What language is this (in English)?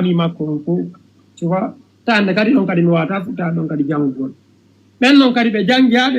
Fula